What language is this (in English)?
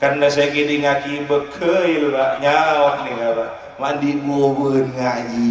Madurese